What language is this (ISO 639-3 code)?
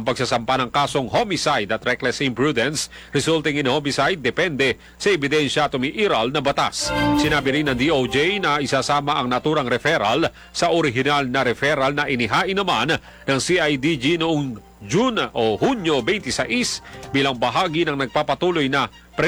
fil